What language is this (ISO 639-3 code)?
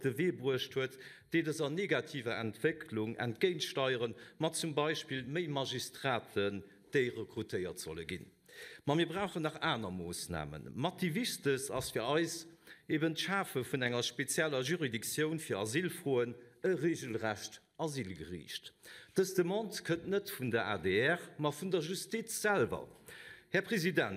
ltz